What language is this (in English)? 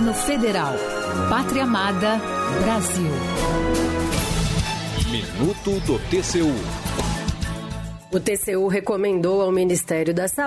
Portuguese